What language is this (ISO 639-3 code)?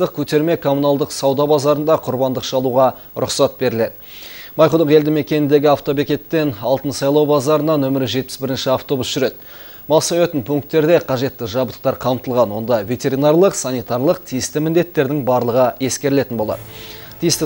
kaz